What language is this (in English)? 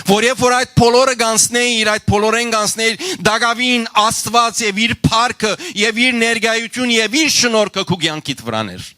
Western Armenian